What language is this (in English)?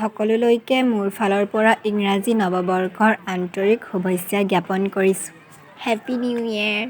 Assamese